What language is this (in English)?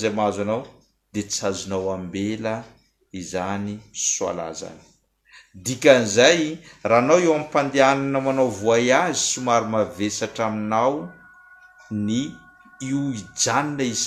Malagasy